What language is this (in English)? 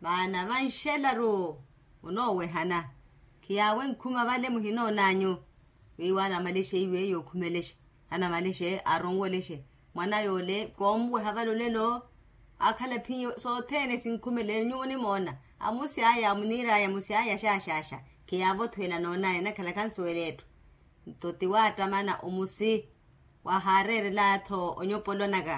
Makhuwa